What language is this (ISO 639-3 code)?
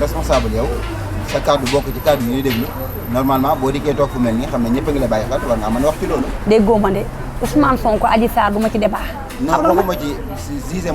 wol